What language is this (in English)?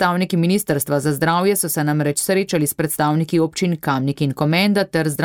Slovenian